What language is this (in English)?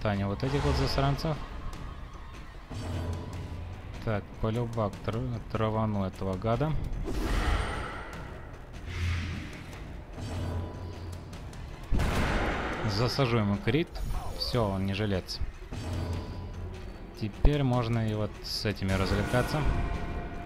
Russian